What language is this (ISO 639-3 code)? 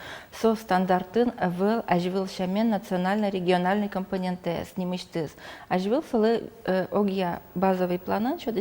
udm